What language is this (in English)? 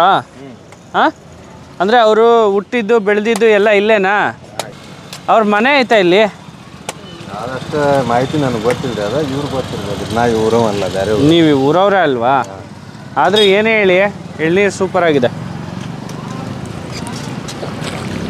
Kannada